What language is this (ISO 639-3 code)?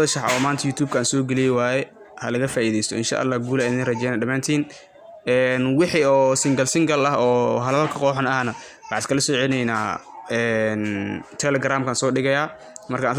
som